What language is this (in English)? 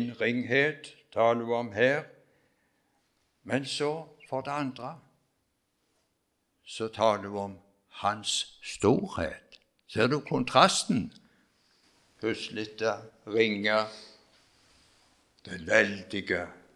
Norwegian